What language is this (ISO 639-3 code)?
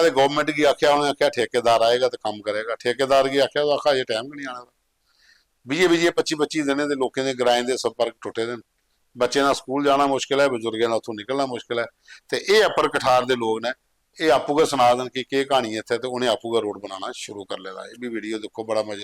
doi